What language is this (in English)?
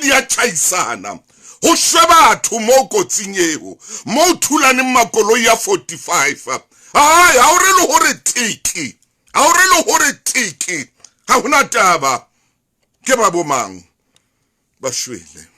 Southern Sotho